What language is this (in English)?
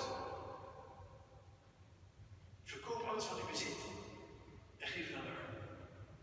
Dutch